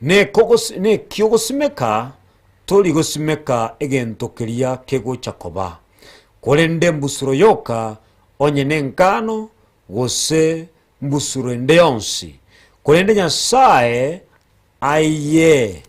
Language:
Gusii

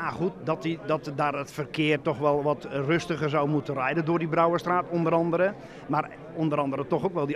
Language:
Dutch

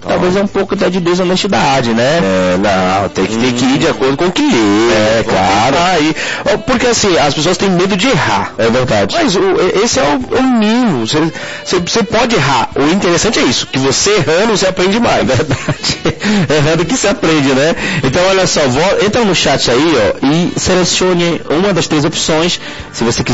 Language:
Portuguese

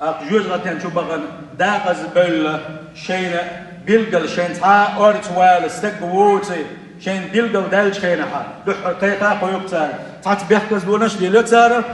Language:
Chechen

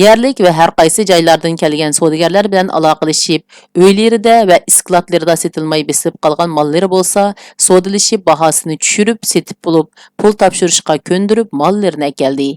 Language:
Uyghur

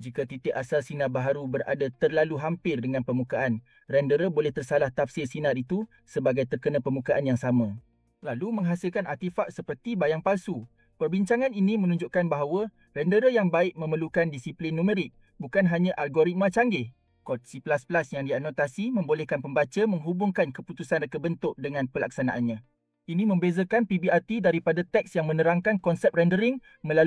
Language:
Malay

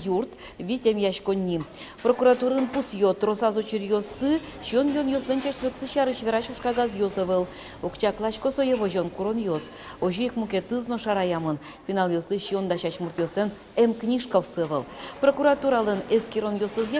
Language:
Udmurt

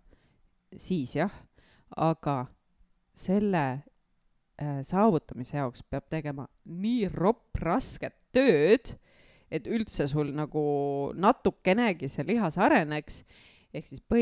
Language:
Estonian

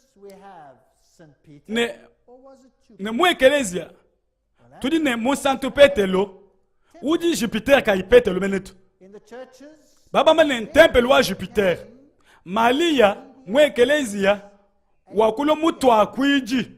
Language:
Luba-Lulua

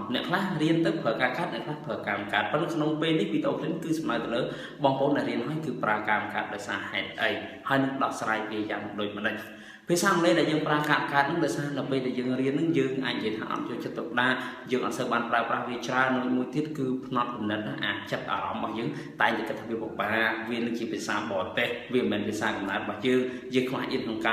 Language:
Khmer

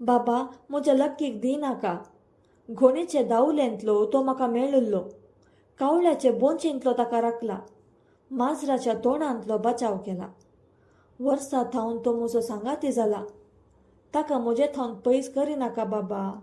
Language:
Konkani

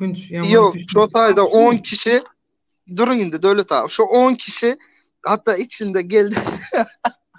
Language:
Turkmen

